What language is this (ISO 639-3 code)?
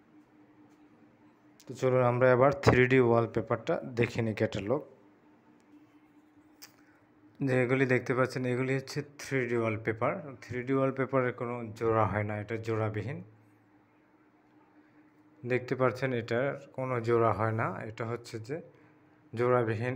ben